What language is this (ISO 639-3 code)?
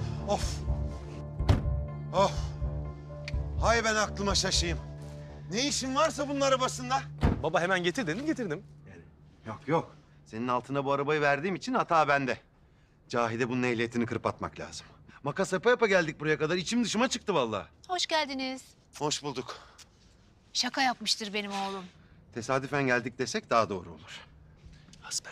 tur